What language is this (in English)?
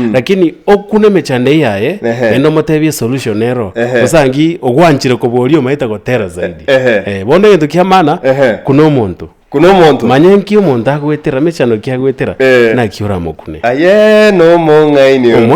Gusii